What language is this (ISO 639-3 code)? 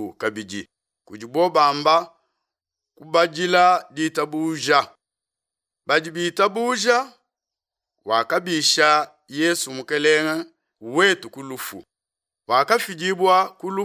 lua